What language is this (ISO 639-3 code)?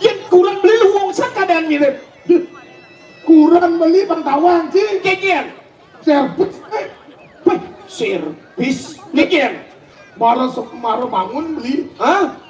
ban